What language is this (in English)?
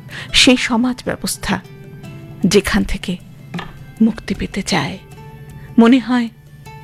Bangla